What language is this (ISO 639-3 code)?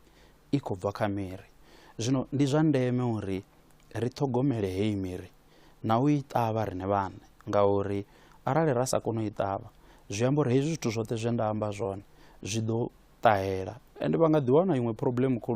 ven